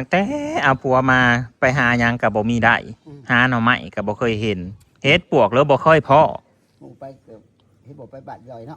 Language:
Northeastern Thai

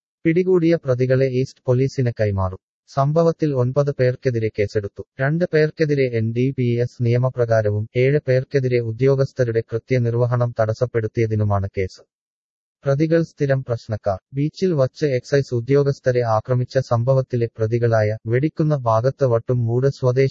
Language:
Malayalam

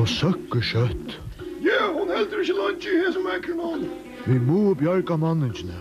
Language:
Faroese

